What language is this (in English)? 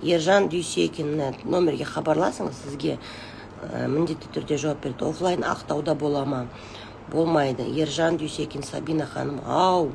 Kazakh